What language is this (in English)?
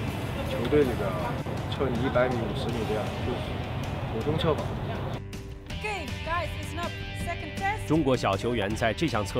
Chinese